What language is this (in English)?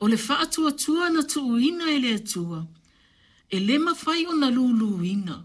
Samoan